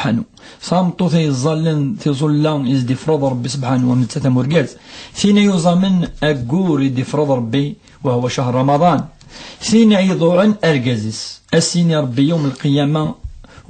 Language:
Kabyle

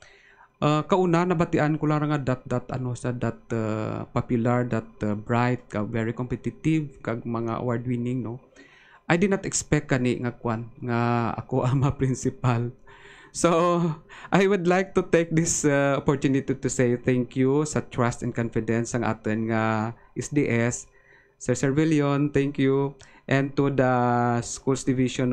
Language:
Hiligaynon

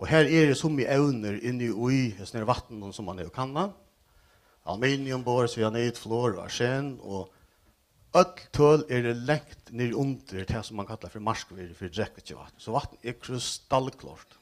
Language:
Faroese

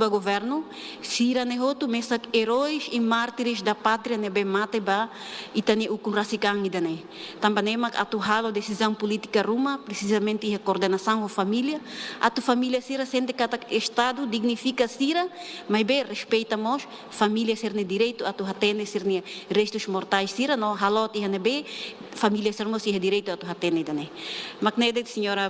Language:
Tetum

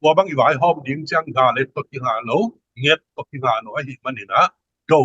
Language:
Tedim Chin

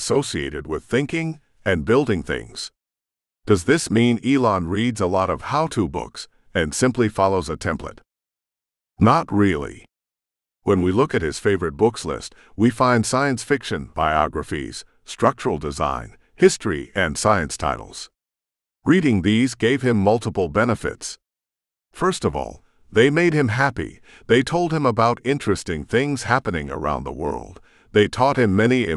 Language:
English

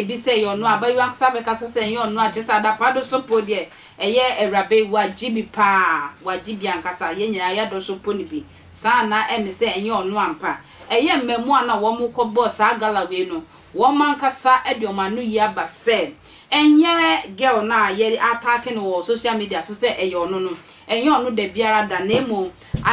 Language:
Akan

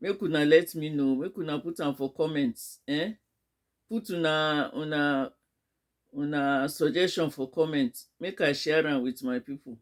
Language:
Nigerian Pidgin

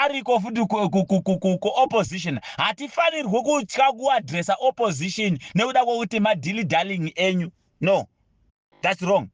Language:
Shona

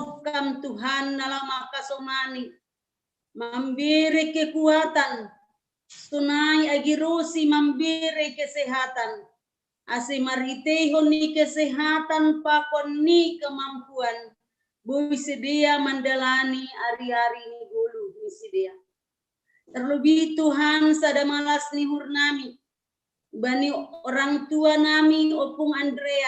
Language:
Batak Simalungun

